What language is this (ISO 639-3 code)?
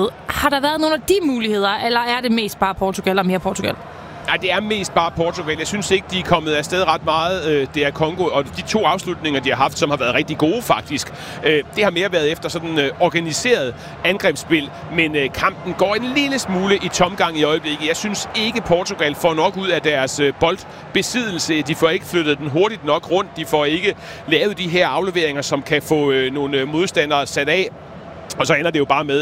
dan